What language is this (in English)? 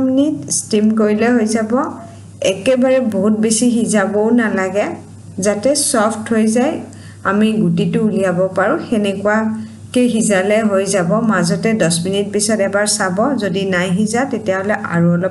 Assamese